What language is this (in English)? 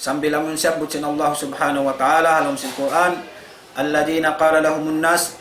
Tausug